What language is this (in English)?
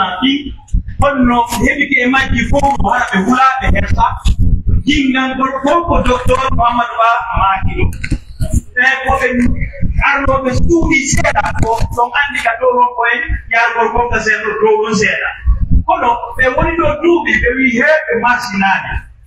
Pular